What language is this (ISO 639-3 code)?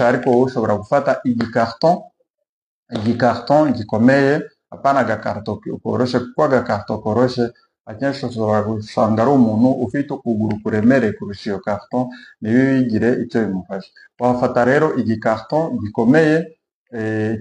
kin